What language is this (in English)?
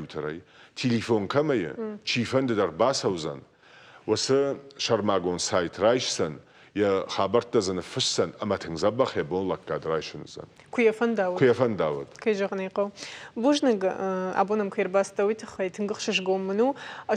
Ossetic